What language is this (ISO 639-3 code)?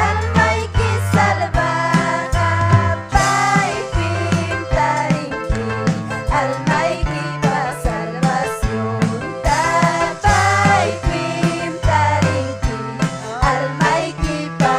quy